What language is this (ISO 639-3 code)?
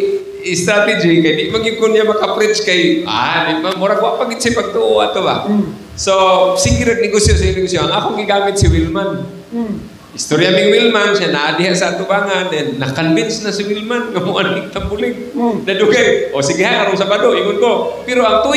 ceb